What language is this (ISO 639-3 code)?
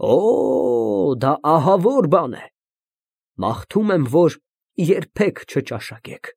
hye